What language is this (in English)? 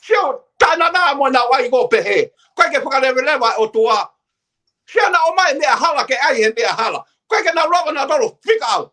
Tongan